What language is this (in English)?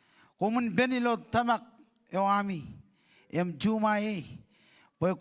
Marshallese